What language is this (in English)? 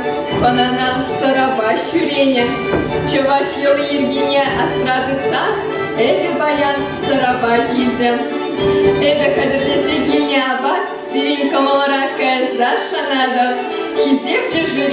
Chuvash